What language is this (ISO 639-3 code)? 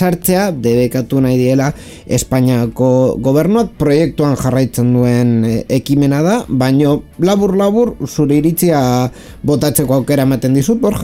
eus